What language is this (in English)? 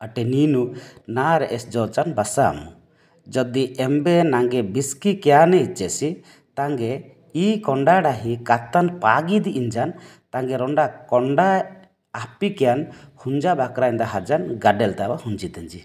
Odia